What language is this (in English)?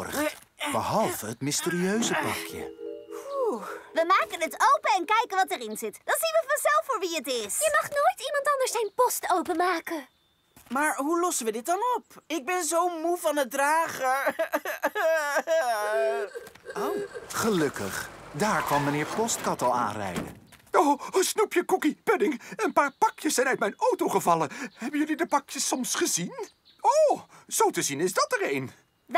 Dutch